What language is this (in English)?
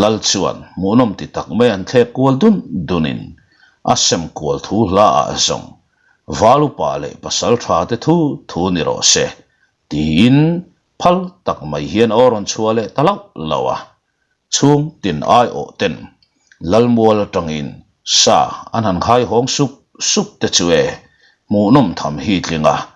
Mizo